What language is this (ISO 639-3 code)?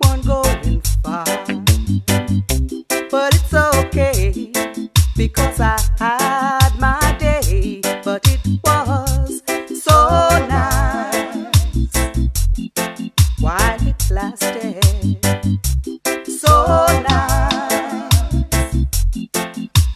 eng